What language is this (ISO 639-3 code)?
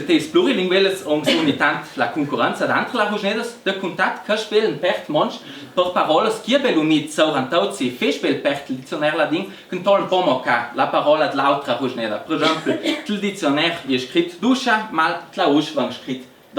lld